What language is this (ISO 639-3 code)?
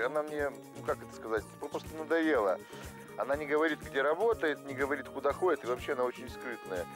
rus